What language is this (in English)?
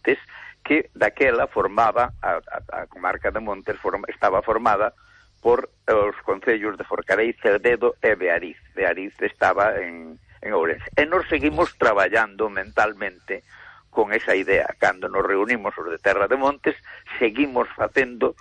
Galician